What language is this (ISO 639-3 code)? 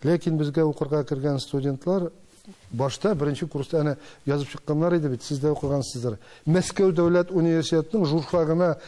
tat